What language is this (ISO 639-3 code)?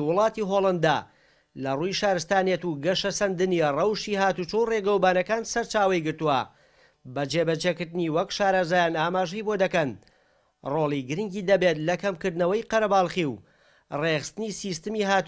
ckb